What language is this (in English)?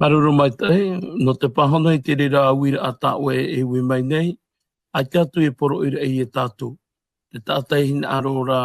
Tahitian